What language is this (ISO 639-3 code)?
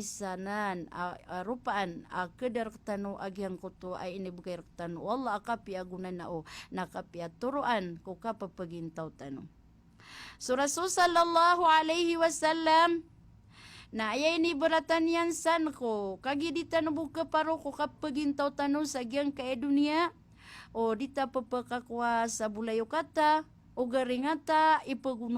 mrw